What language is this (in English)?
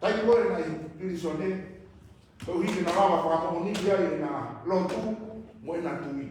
Tongan